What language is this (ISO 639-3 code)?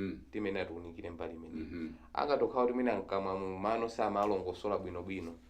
nya